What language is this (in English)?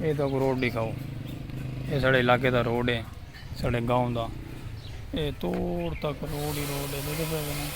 Saraiki